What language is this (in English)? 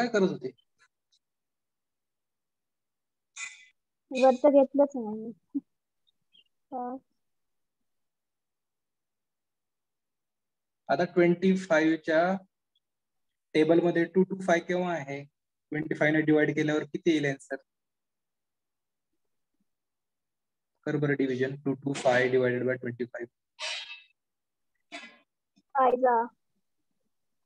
Marathi